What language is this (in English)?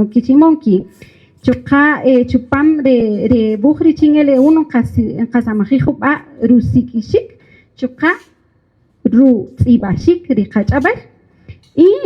Kaqchikel